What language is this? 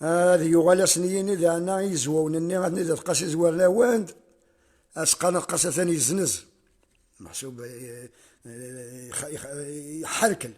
Kabyle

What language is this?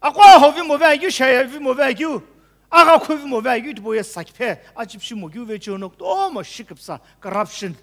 Sumi Naga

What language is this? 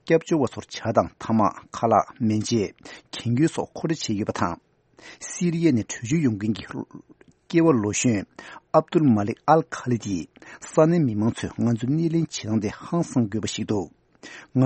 Tibetan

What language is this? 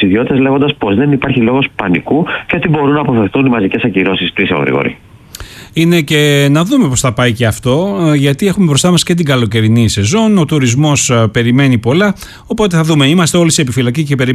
Greek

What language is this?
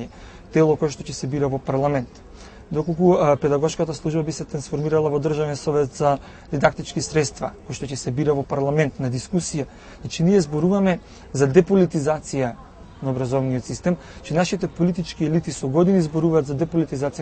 Macedonian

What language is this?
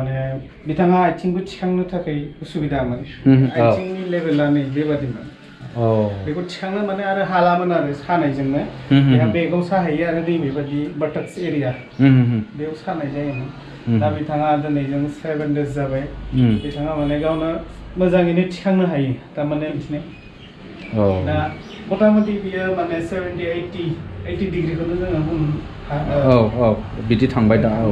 Bodo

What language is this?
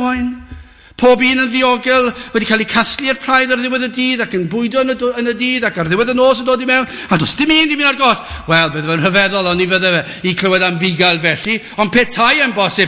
Welsh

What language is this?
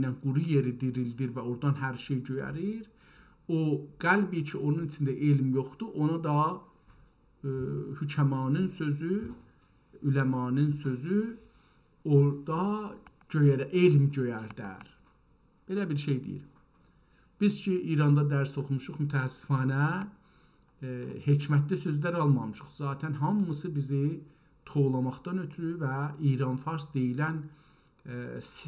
South Azerbaijani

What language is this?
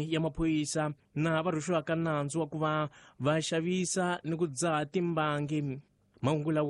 Tsonga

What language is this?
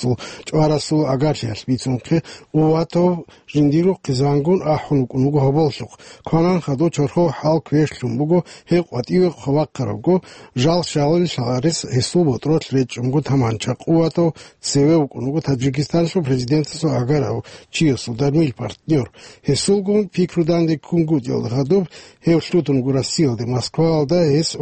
Avaric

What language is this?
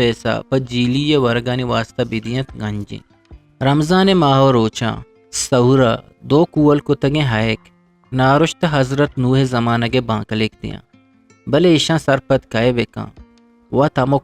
Eastern Balochi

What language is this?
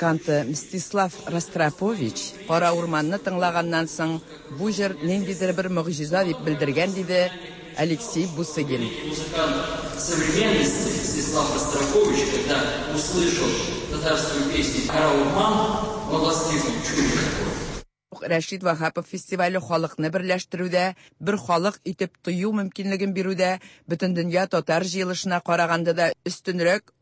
Tatar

